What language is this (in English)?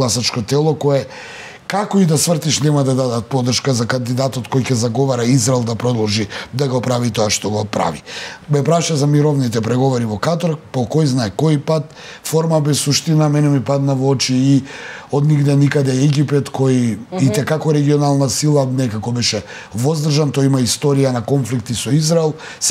Macedonian